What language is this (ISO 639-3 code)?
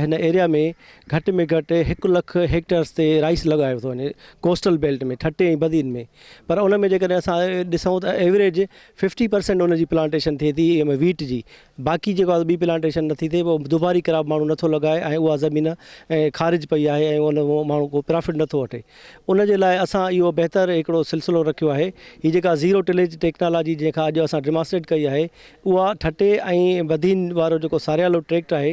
snd